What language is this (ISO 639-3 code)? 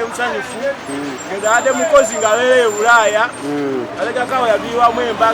lug